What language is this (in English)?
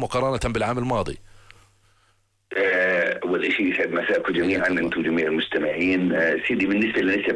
Arabic